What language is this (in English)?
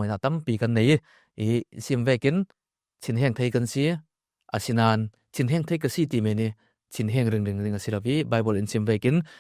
Falam Chin